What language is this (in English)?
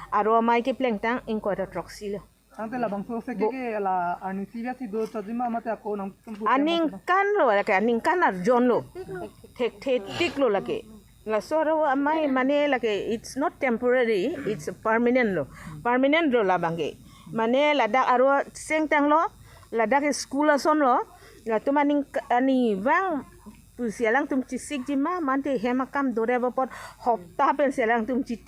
Karbi